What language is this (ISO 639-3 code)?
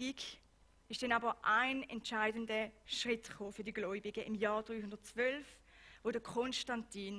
gsw